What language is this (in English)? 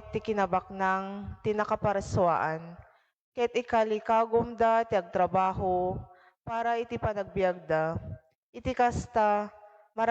Iloko